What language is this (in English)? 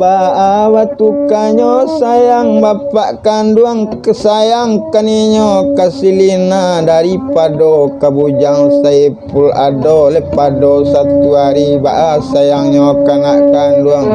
Minangkabau